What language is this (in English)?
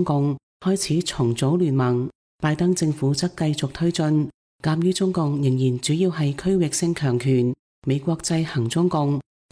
Cantonese